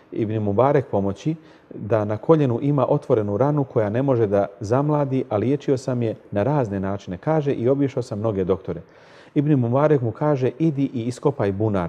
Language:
Bosnian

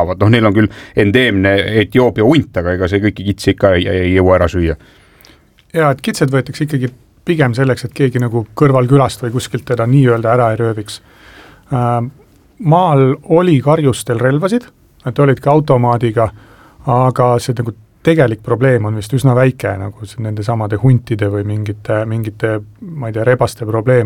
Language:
Estonian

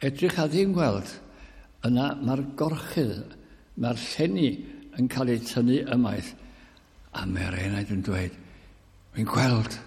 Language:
Welsh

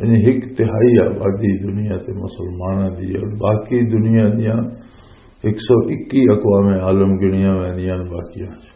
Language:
Western Panjabi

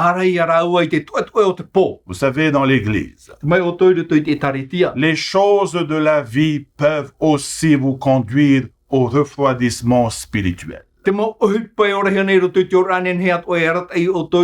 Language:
Tahitian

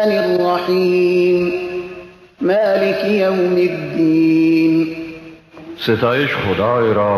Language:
Tajik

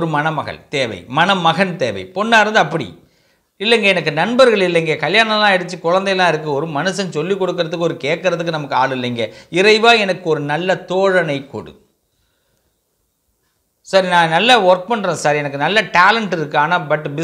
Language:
Tamil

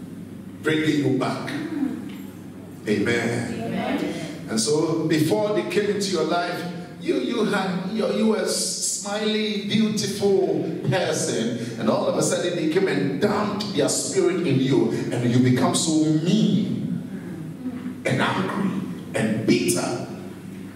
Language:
English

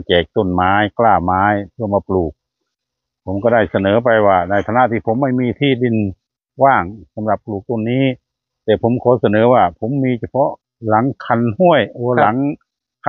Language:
Thai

